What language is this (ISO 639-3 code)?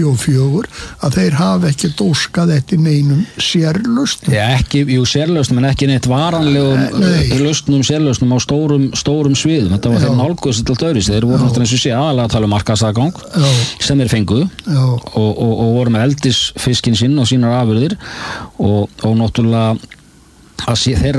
isl